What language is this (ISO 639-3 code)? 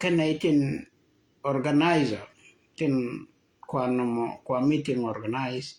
nus